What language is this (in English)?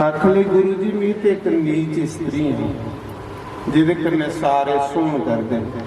Dogri